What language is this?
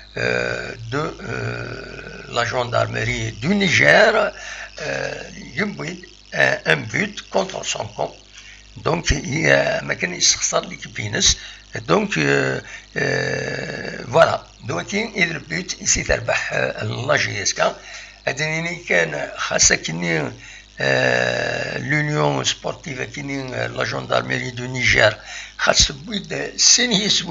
Kabyle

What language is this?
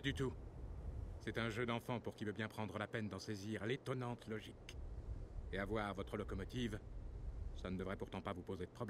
French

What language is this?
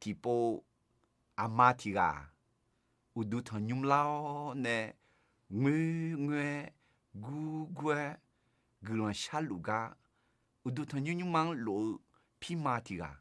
Akha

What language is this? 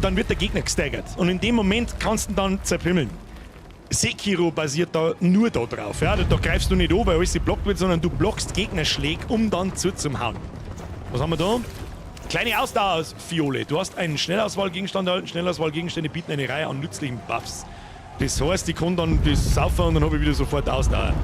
Bavarian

